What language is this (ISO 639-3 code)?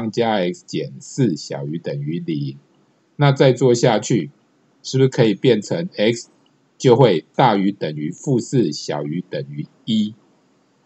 zho